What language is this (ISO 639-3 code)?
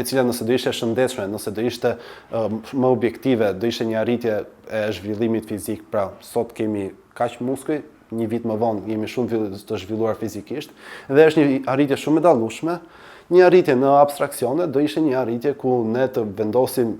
sqi